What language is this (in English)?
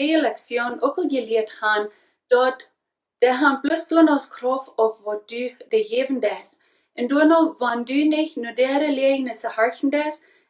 Plautdietsch